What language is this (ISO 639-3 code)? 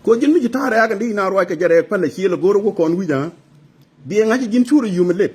nus